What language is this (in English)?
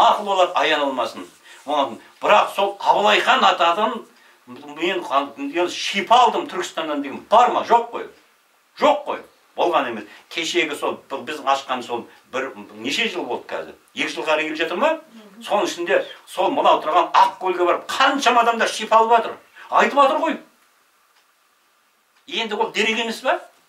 Kazakh